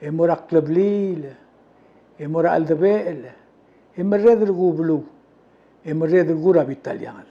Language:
Palauan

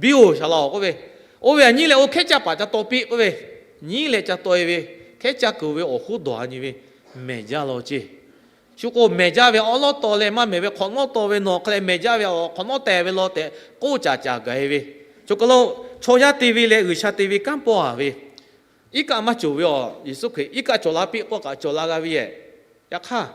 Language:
Lahu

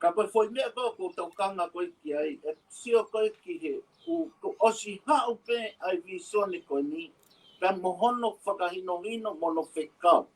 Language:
Tongan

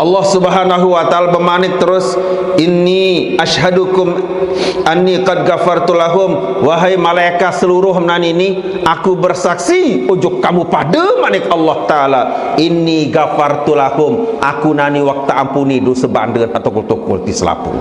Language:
Sasak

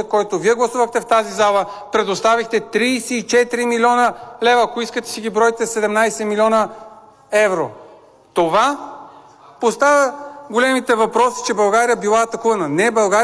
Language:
Bulgarian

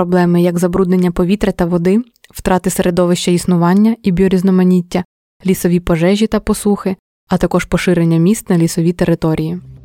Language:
Ukrainian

